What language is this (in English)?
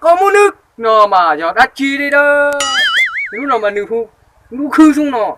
Hmong